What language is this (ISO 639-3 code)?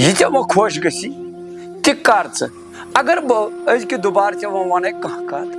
kas